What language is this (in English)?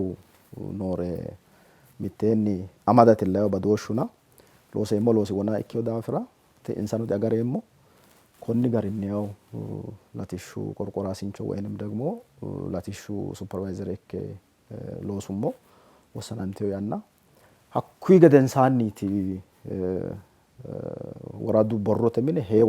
Sidamo